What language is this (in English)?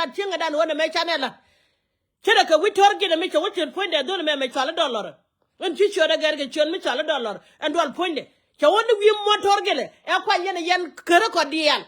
Nuer